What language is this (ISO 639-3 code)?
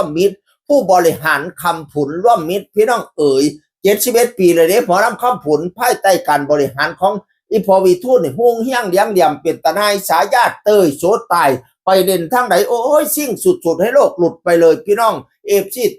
tts